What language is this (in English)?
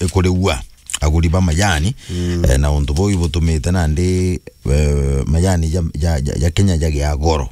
Meru